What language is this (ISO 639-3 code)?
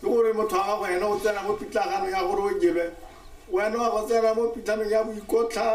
tsn